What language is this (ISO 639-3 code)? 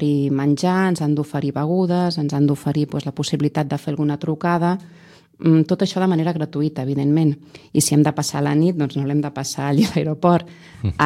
cat